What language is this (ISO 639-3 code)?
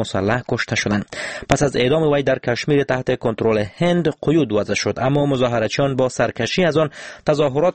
fas